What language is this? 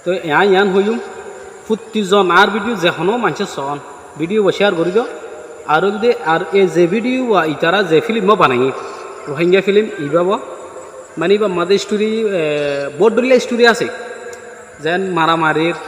Rohingya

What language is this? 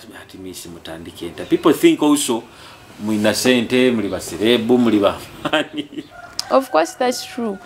Nyoro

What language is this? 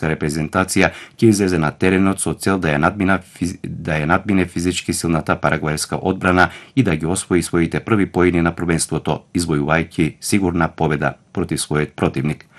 Macedonian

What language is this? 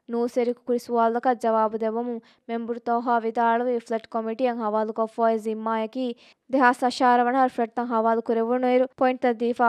Divehi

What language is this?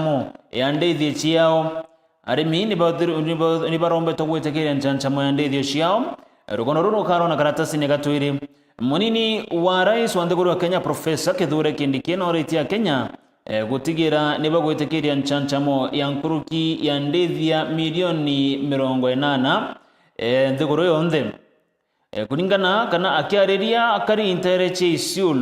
Meru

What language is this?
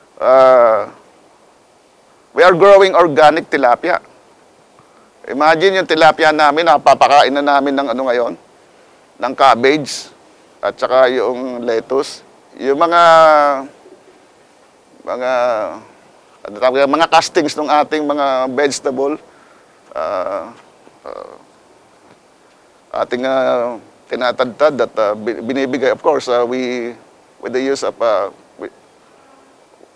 Filipino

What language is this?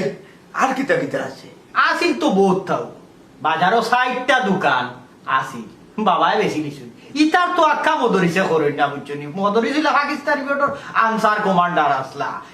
Sylheti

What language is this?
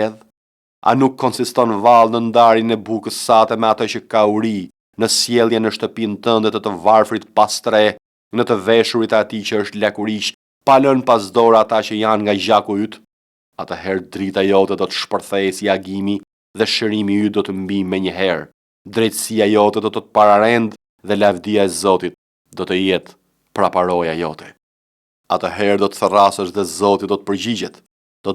Albanian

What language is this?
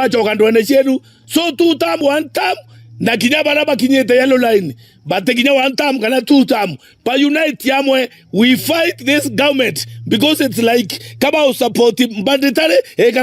Meru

